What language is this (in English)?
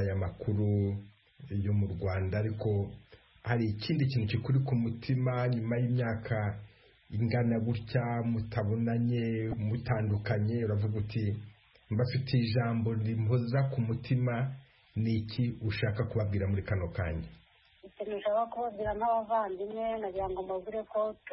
Kinyarwanda